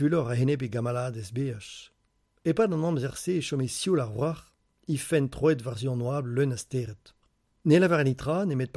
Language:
Breton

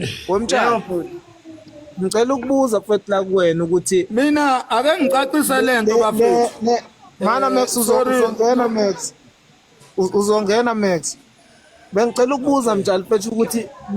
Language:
Zulu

